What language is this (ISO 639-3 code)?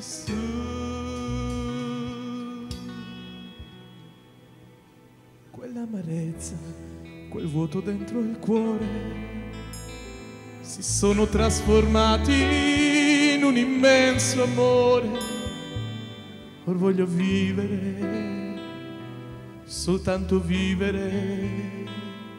ita